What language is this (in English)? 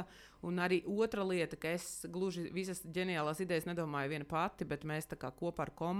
Latvian